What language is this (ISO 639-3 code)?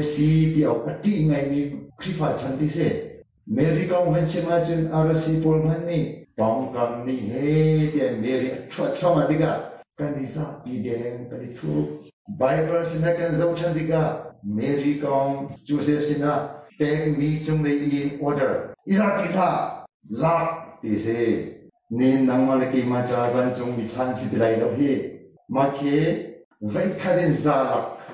cnh